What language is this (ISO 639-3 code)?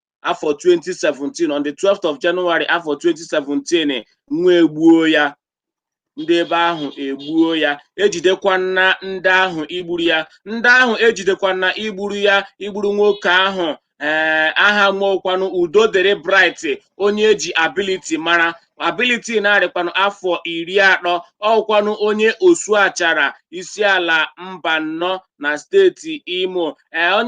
ibo